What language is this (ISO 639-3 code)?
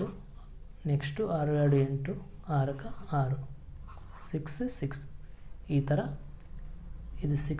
kan